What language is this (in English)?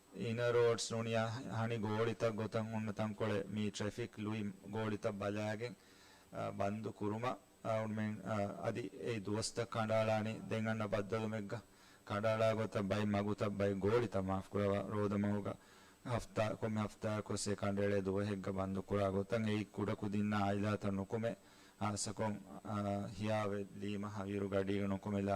Divehi